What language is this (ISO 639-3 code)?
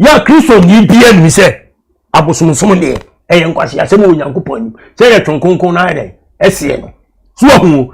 aka